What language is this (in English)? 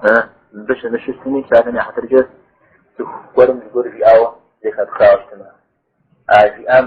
Kabardian